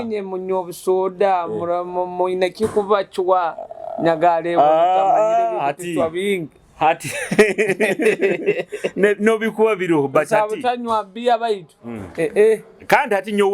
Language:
Nyoro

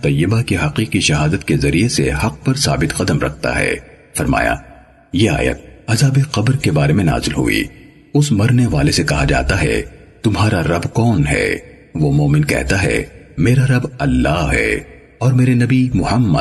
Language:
Urdu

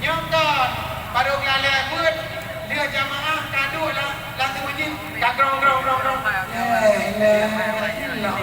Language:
Achinese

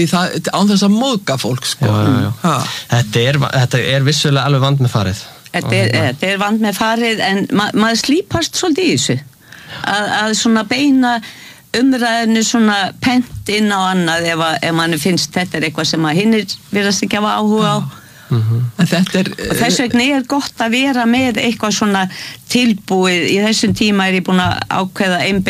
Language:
Icelandic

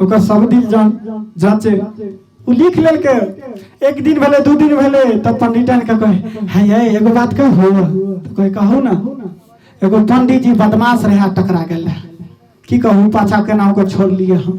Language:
Maithili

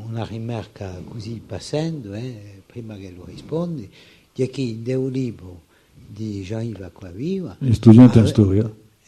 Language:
Corsican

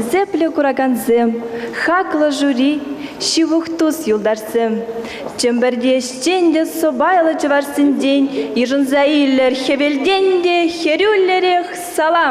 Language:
Chuvash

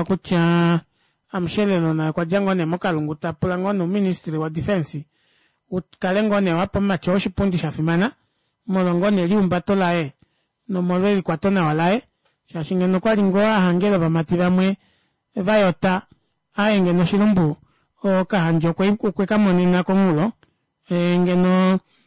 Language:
Kuanyama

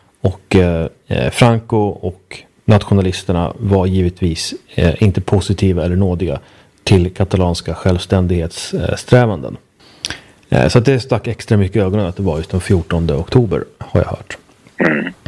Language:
Swedish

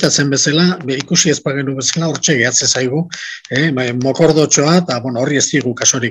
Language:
Basque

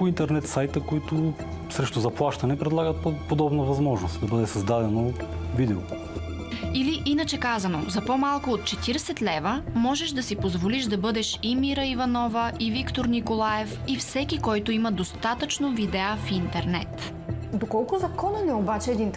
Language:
Bulgarian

